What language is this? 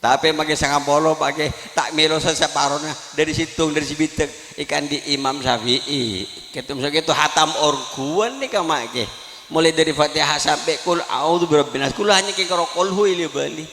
Madurese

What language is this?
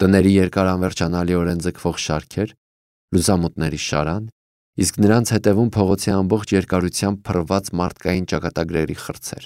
Armenian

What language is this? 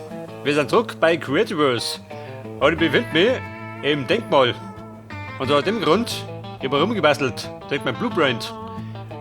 Bavarian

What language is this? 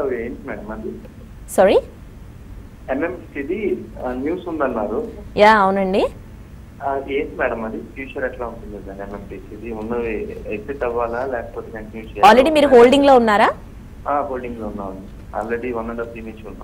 Telugu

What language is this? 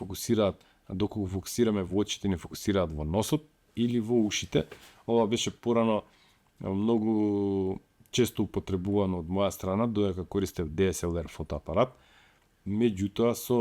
Macedonian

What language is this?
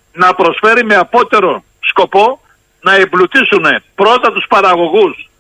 Greek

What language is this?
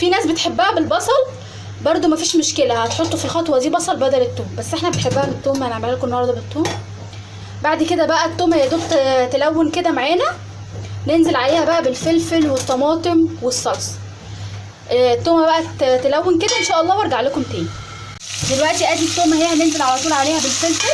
Egyptian Arabic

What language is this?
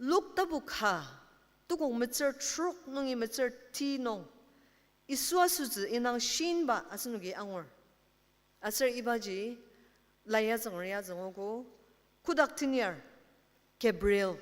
Ao Naga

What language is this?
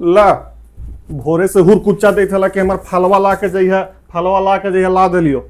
Magahi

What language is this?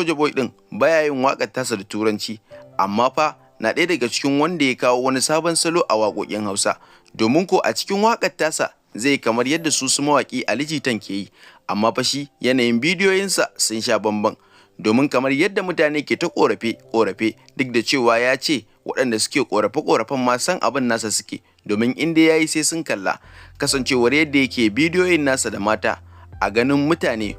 Hausa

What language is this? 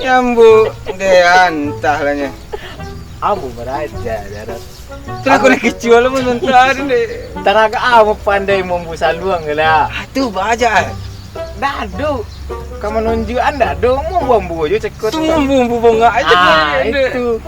Minangkabau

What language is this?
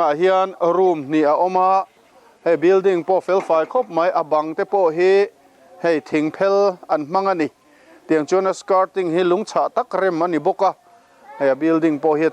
Mizo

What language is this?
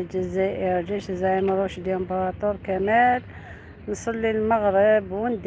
Algerian Arabic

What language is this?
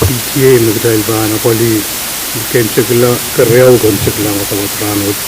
Pohnpeian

